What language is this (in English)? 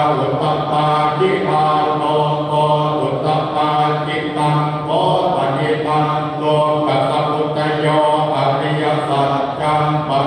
Pali